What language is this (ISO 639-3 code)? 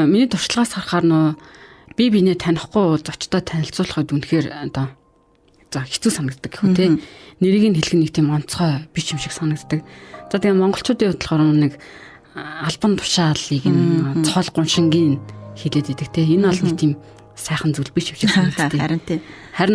mon